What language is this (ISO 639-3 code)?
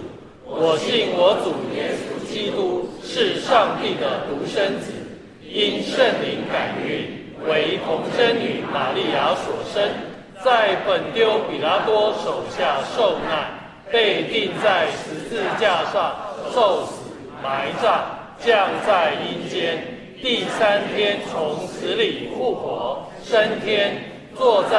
zho